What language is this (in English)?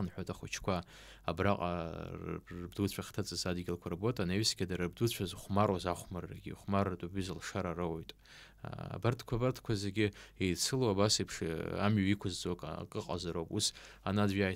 Abkhazian